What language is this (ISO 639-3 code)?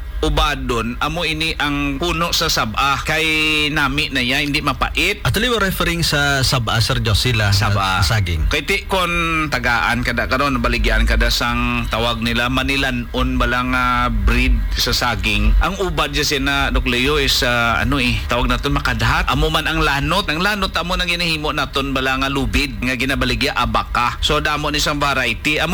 hil